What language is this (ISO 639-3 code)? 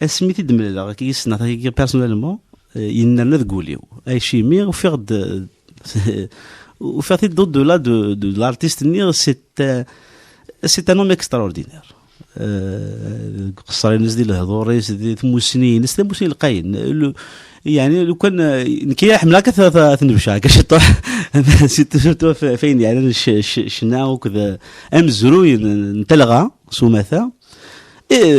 kab